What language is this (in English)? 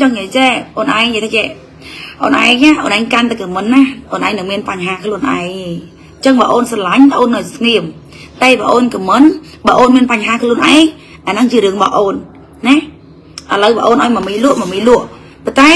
Khmer